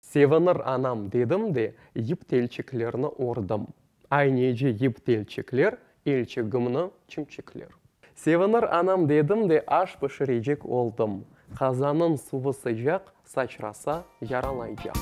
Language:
Crimean Tatar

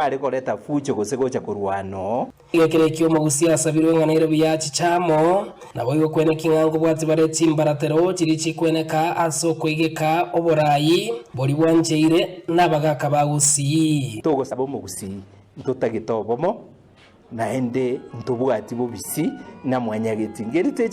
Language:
Gusii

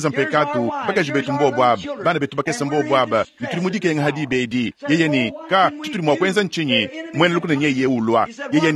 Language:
Luba-Lulua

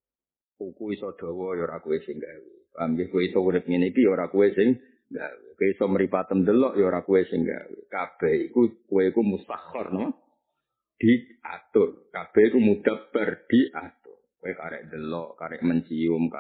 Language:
Javanese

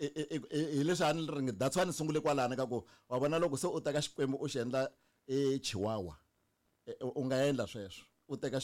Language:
Tsonga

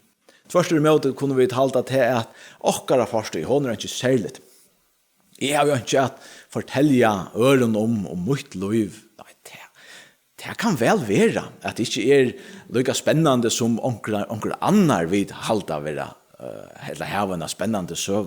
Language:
Faroese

